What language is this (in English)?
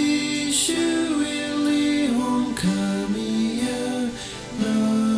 Tangkhul Naga (India)